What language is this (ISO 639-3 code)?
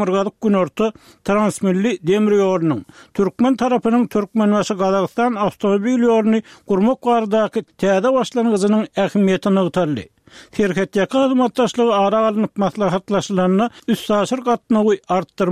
tuk